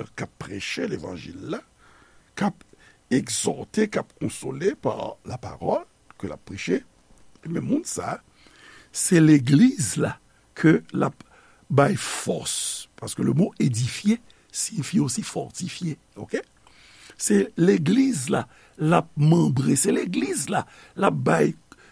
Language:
Haitian Creole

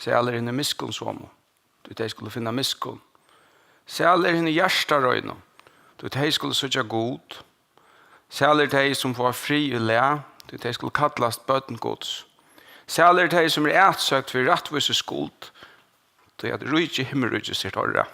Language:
Faroese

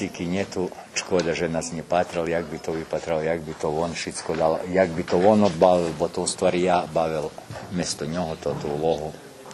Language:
Rusyn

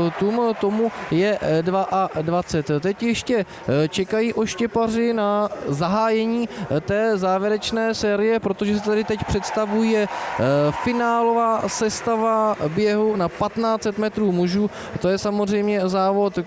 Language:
Czech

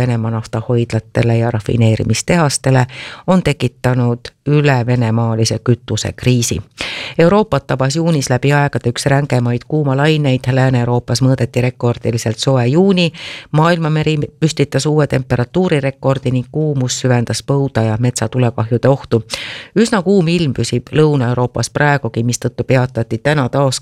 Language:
Estonian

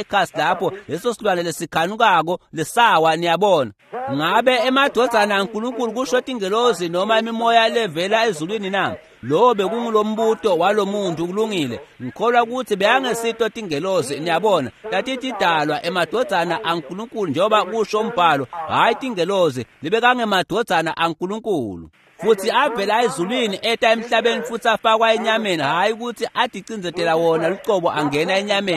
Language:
Swati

